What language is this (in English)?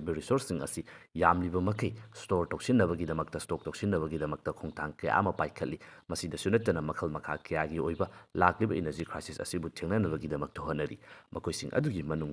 Manipuri